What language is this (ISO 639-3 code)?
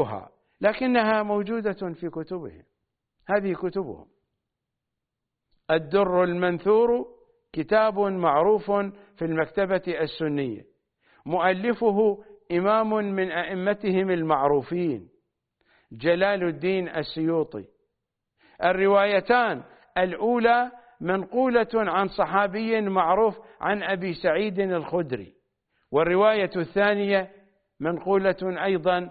ara